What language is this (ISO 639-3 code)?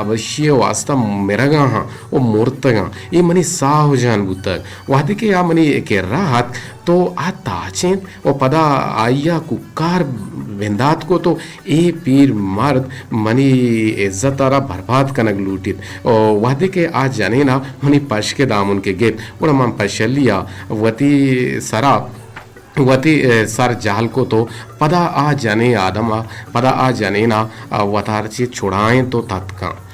bgp